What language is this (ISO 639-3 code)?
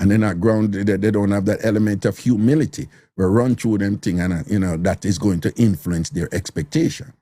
jam